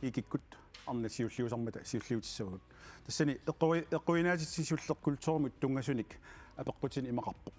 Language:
Kalaallisut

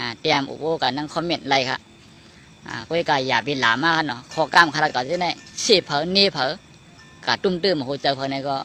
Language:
Shan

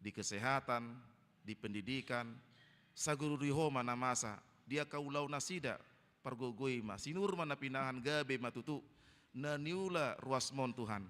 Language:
Batak Toba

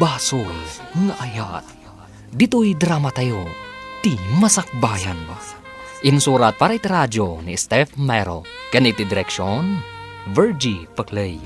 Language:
Iloko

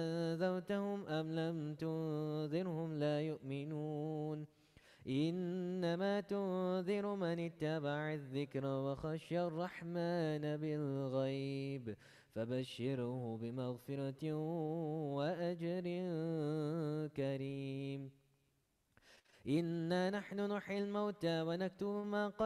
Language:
Arabic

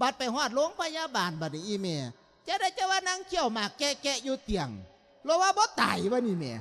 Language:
Lao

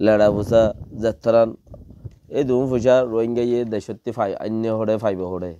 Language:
Rohingya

